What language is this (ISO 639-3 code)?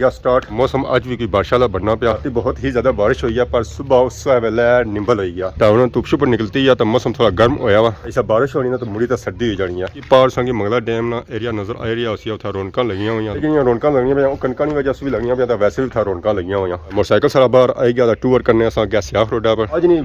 phr